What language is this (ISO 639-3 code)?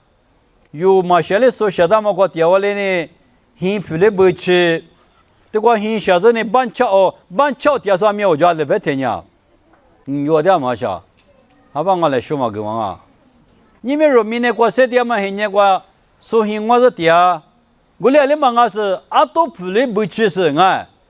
lis